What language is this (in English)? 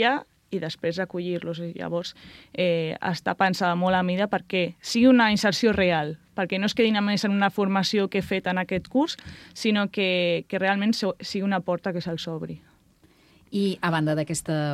Catalan